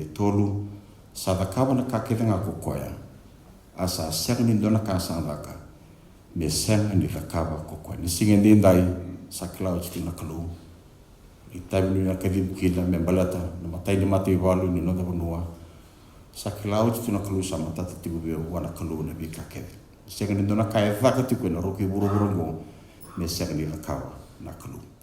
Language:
Fijian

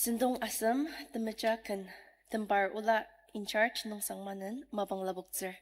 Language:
Ao Naga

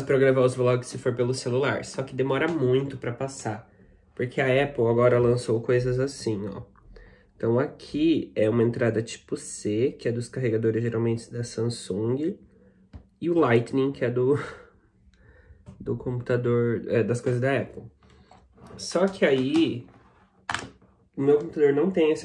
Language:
Portuguese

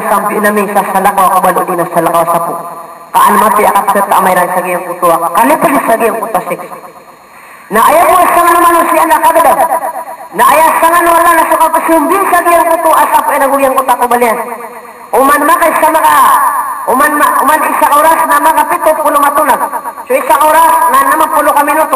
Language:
Maranao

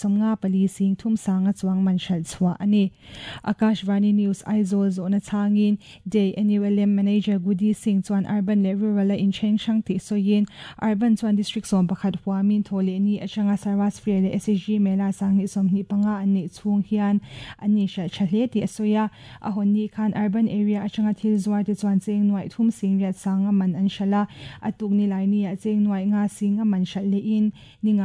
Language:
Mizo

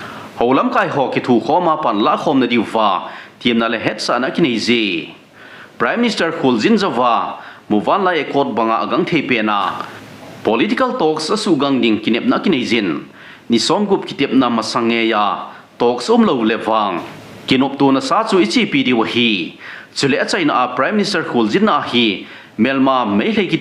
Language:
Thado Chin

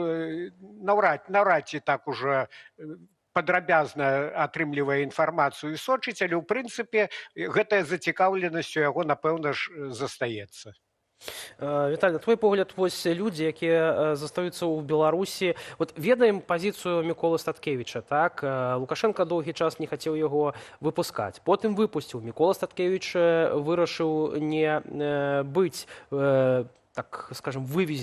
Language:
Belarusian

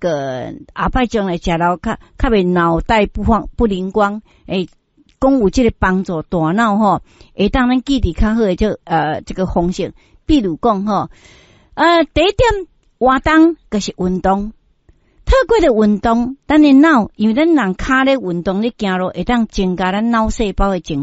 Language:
Min Nan Chinese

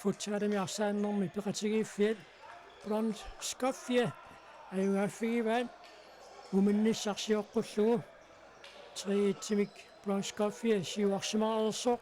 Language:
Kalaallisut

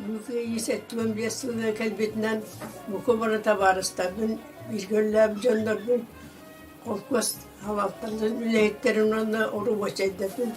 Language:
Yakut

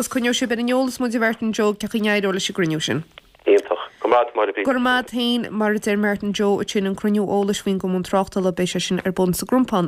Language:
Irish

